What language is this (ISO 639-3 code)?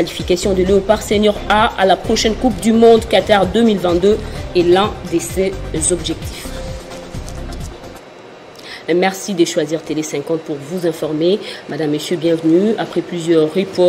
fra